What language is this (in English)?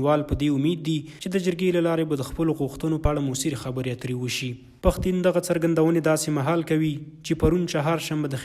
Pashto